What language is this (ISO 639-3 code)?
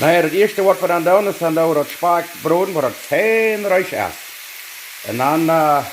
pdt